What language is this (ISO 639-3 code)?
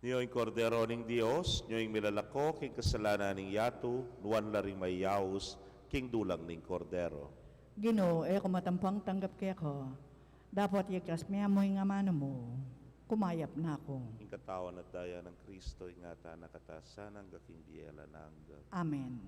pam